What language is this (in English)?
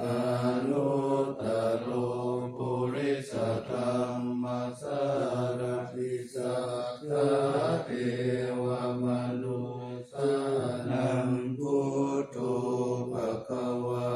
Pali